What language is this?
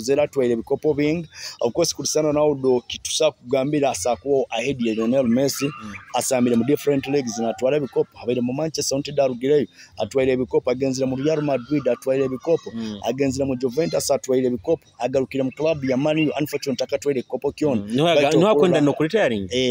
Nyoro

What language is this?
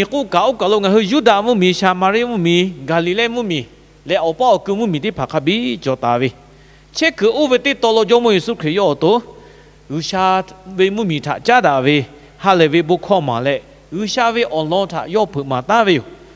Lahu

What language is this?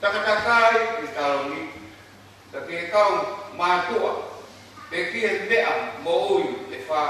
Tongan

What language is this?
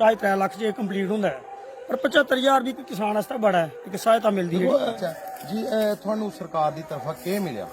Dogri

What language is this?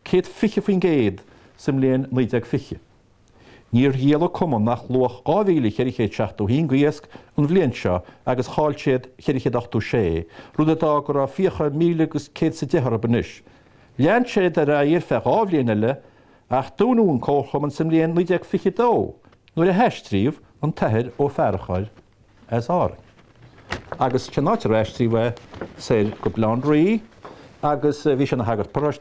Irish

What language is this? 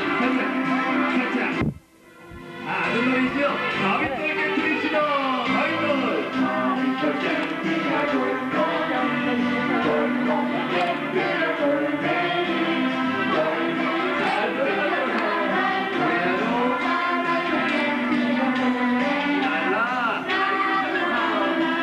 Korean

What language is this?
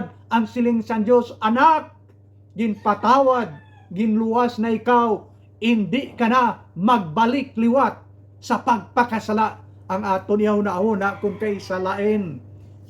Hiligaynon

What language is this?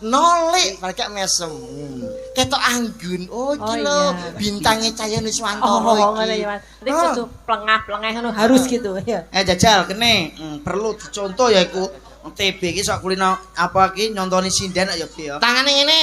Javanese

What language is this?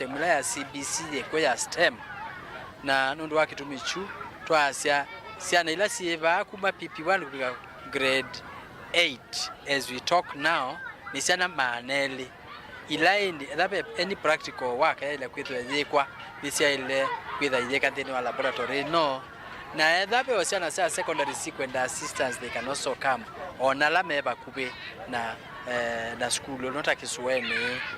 Kamba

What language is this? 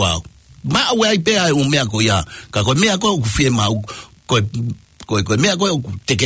Tongan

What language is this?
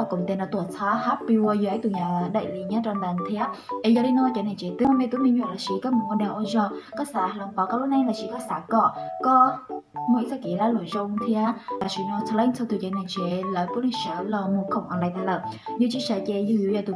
Hmong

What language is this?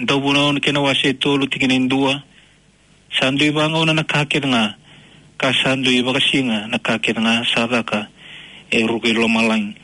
Fijian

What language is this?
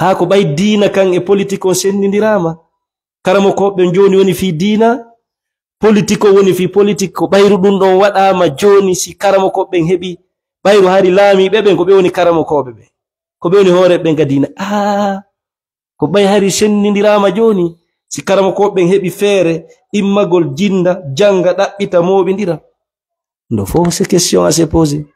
Fula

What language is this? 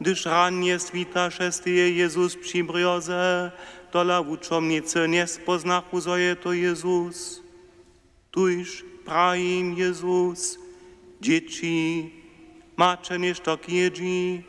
Upper Sorbian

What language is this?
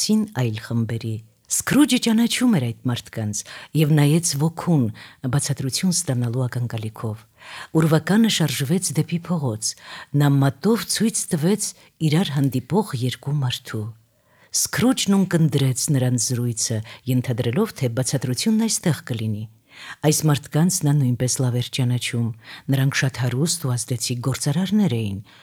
Armenian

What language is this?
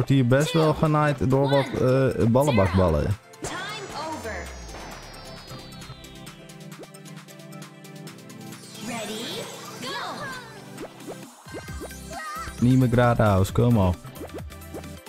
Dutch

